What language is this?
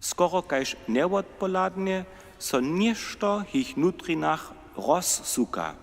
Upper Sorbian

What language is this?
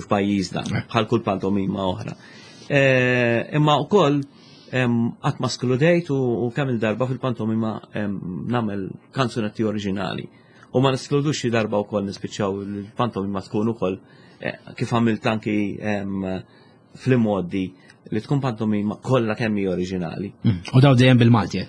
Maltese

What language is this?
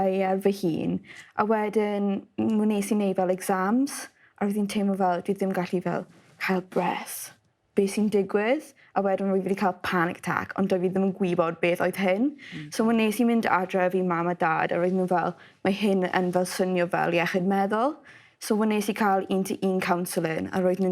Welsh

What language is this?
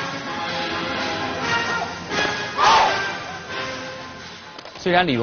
Chinese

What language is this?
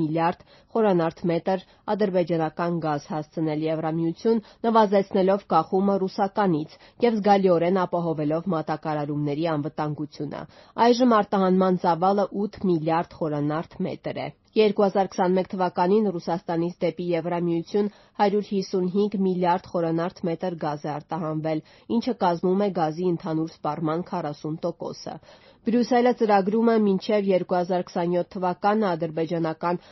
Armenian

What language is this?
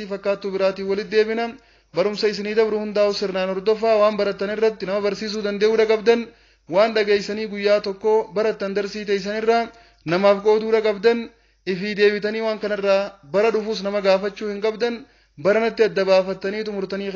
Oromo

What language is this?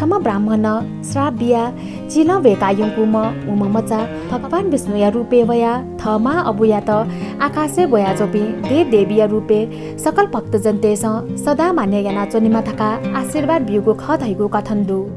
Newari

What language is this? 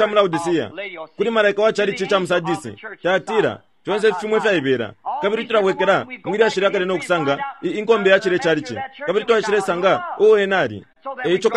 Bemba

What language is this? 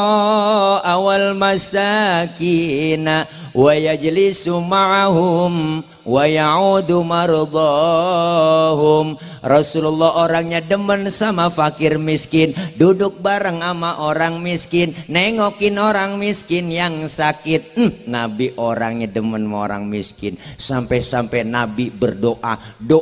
Betawi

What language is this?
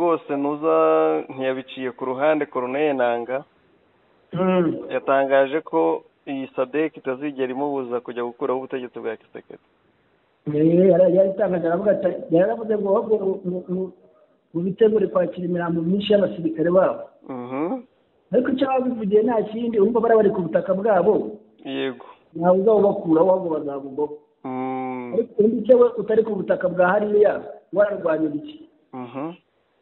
Kinyarwanda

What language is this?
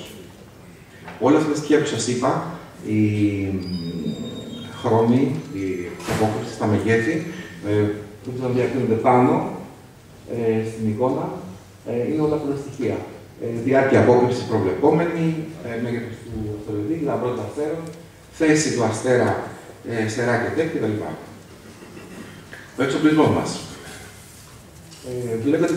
Greek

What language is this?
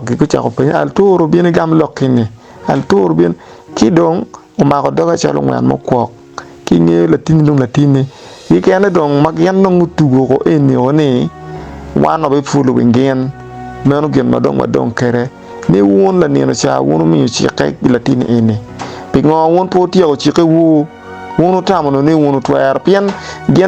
Acoli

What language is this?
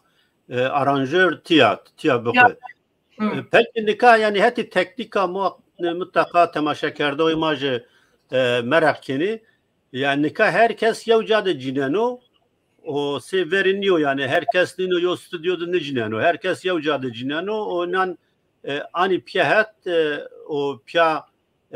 Zaza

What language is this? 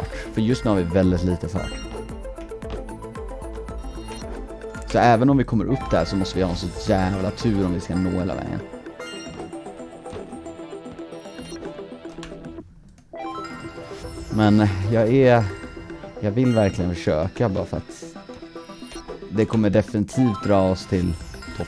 Swedish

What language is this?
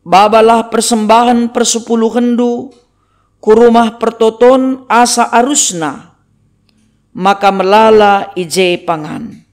Batak Karo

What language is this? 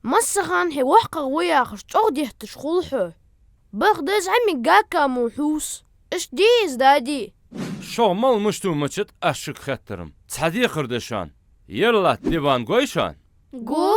Ingush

